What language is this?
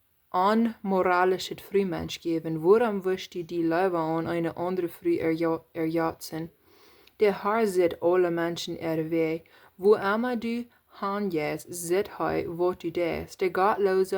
Plautdietsch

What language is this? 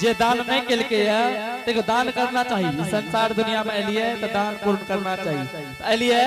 Angika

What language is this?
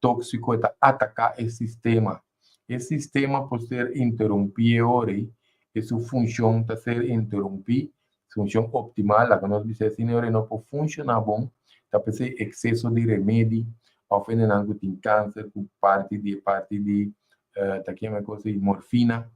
Papiamento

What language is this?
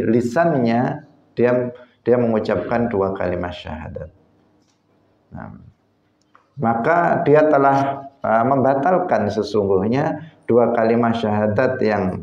Indonesian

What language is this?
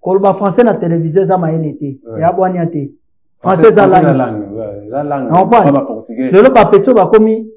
Lingala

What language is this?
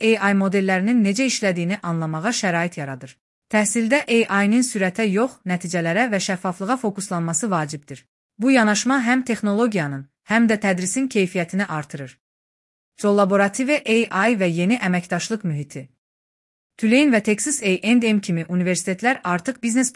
Azerbaijani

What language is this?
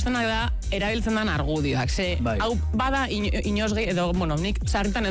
Basque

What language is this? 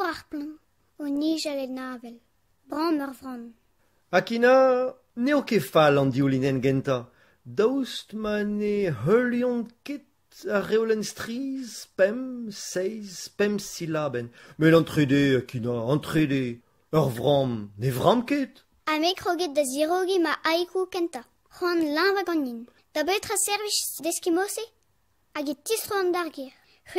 Breton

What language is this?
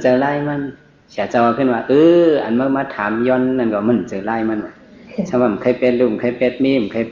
Shan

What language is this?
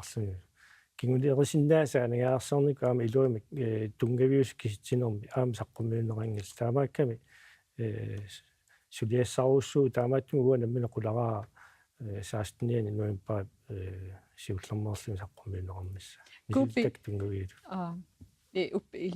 Kalaallisut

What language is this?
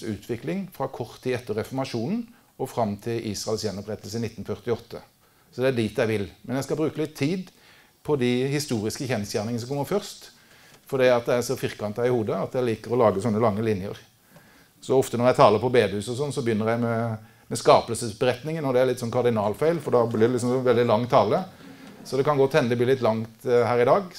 Norwegian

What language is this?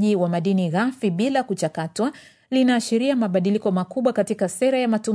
Swahili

